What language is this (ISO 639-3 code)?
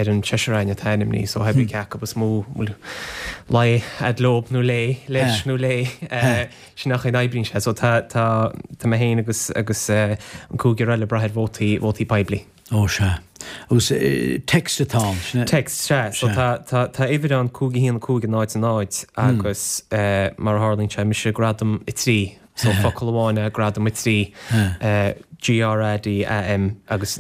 gle